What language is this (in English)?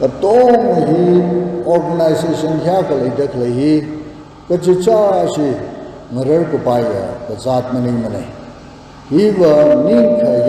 Tangkhul Naga (India)